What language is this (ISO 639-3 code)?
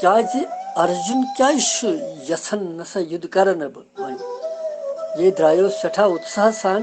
kas